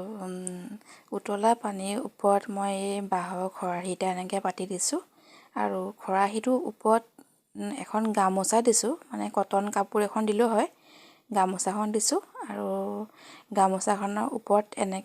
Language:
Assamese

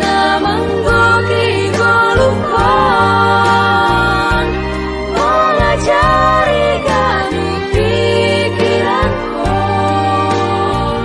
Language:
Batak Simalungun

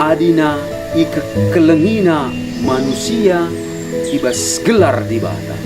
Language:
Batak Karo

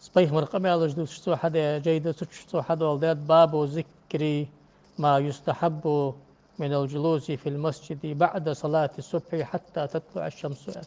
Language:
Ingush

